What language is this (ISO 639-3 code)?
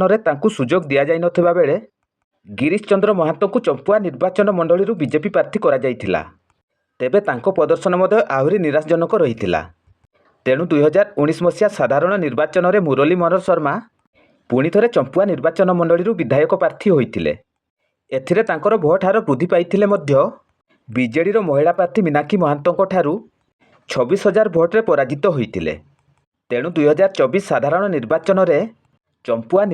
ori